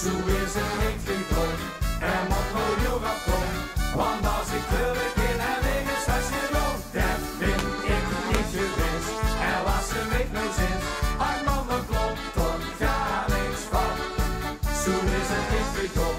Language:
Limburgish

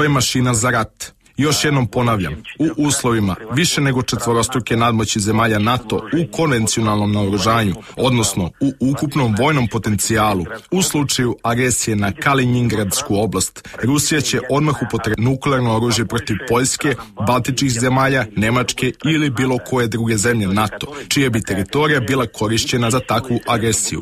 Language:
Serbian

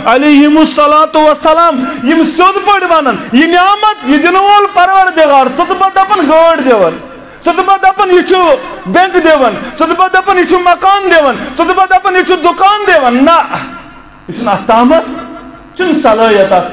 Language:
Kashmiri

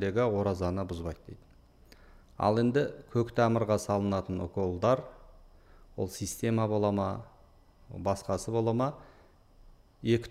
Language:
Kazakh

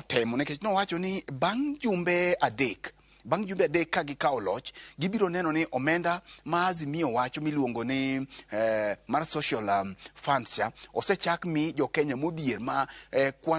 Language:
Luo (Kenya and Tanzania)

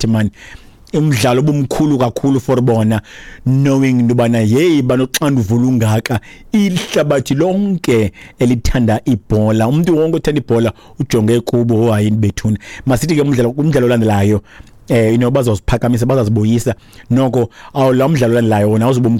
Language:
Xhosa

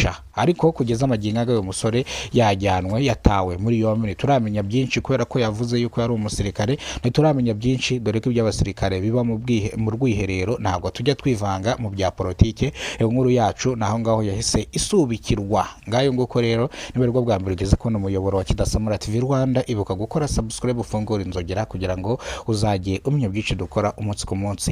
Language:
Kinyarwanda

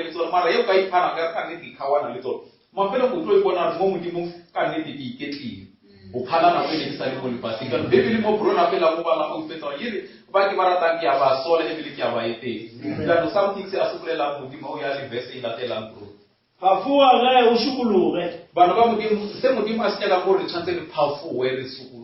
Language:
Northern Sotho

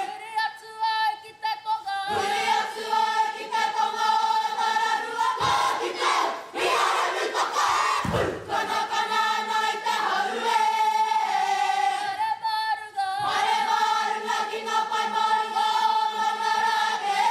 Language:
Māori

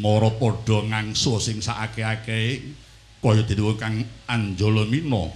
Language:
Javanese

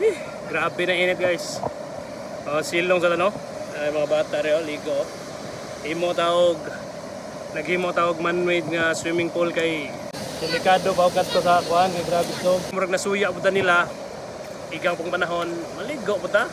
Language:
Cebuano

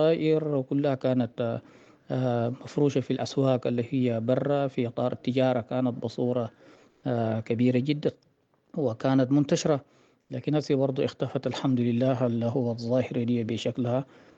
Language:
Sudanese Arabic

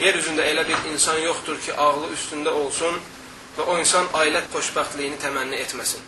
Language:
Azerbaijani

